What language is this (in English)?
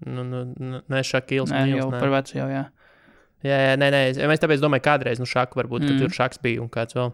Latvian